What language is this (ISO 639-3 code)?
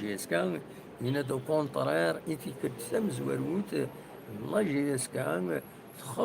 kab